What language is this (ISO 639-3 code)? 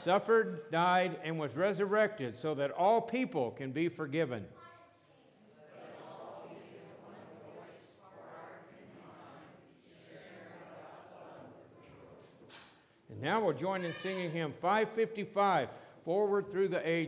eng